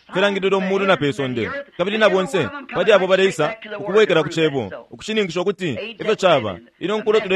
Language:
Bemba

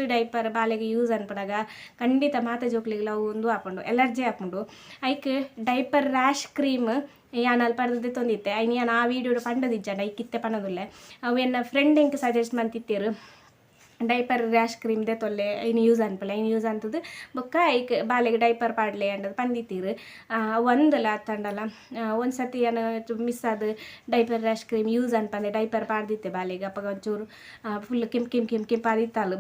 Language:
Tulu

